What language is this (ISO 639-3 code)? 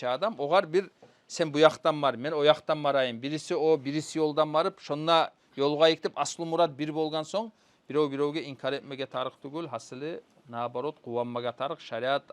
kum